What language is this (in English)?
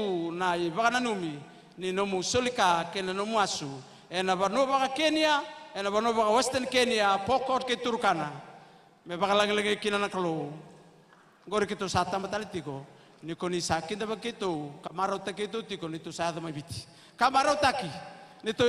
Fijian